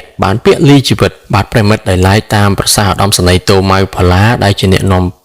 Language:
Khmer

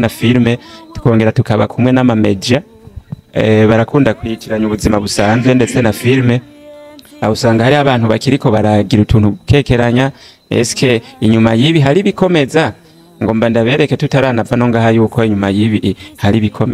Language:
Rundi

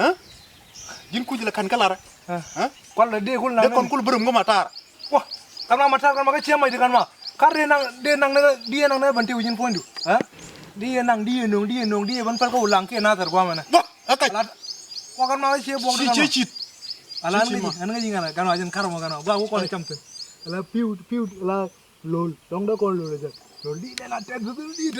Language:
Nuer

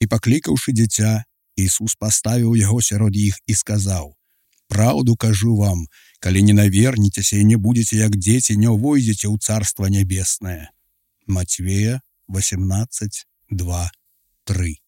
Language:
Belarusian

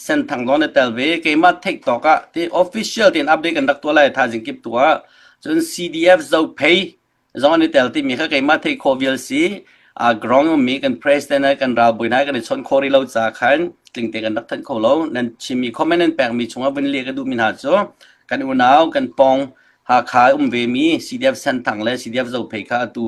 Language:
Hakha Chin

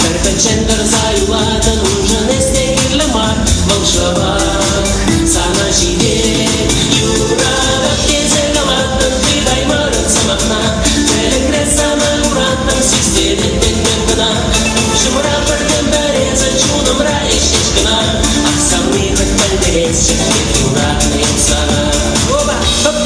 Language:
Chuvash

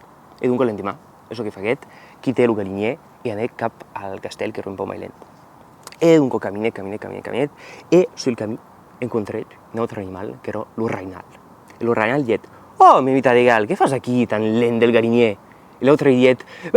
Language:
Occitan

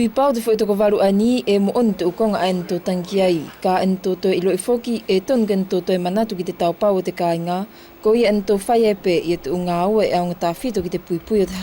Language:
Wallisian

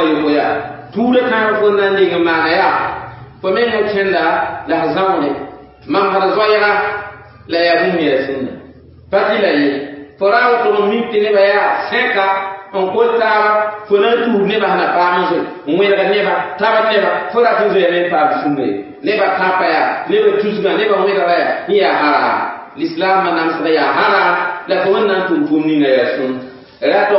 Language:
Mossi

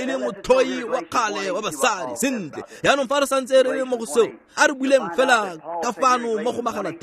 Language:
Tswana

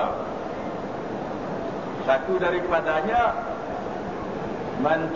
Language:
Malay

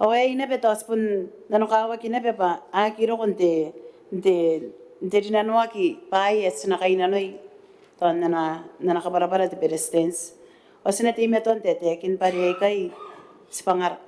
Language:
Gilbertese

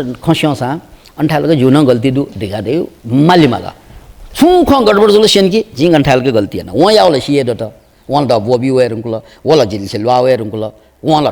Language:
Newari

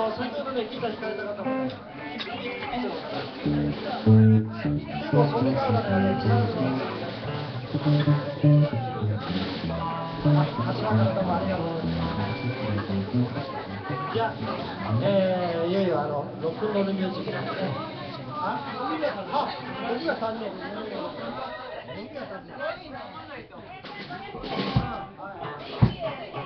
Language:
Japanese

